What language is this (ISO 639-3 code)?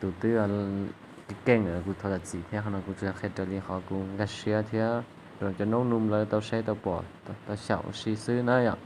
hmn